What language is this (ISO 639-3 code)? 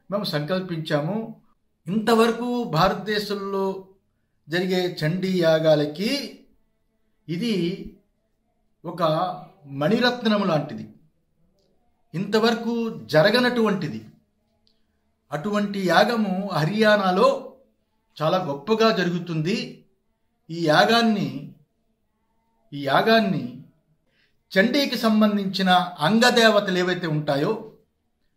tel